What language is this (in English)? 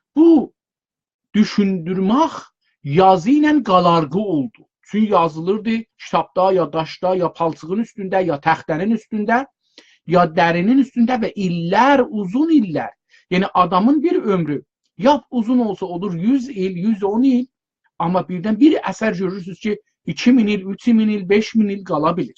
South Azerbaijani